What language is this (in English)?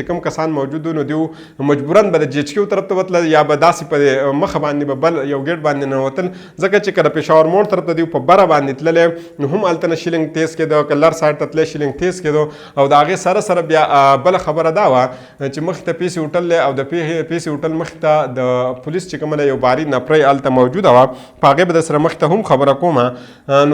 Pashto